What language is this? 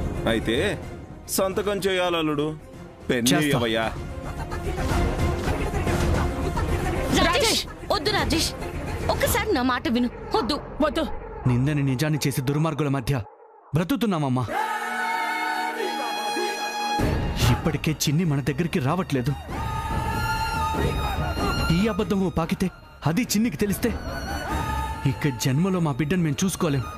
Telugu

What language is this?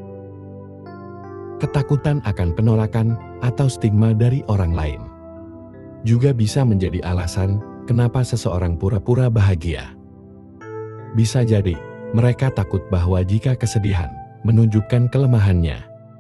Indonesian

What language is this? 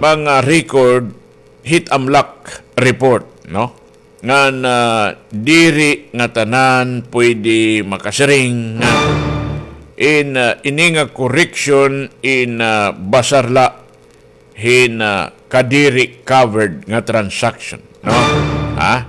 Waray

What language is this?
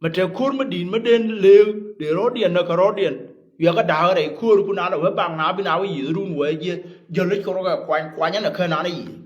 Nuer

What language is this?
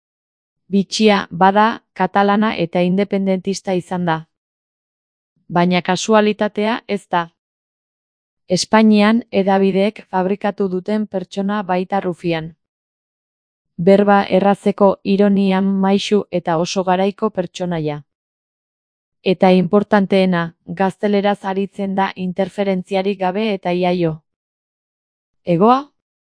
Basque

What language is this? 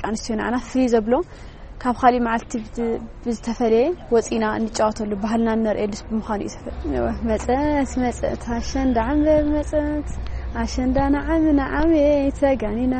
Tigrinya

